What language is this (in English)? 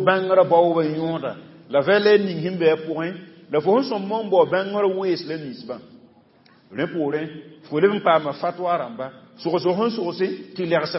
Mossi